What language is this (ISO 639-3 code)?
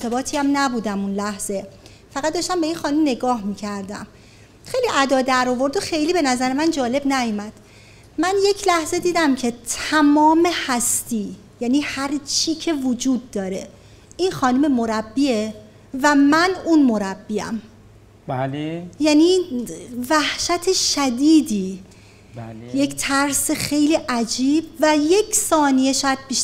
fas